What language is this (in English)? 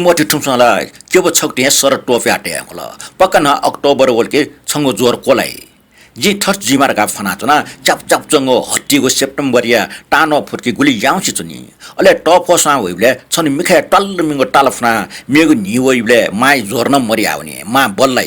Newari